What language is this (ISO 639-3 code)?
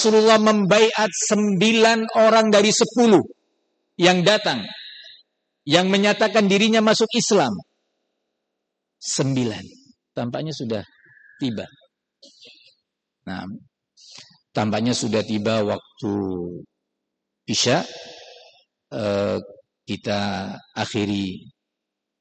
ind